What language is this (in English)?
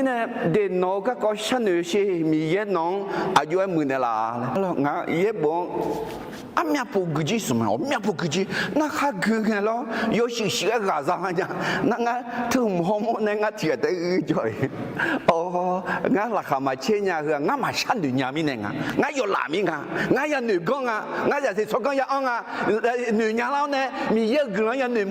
Akha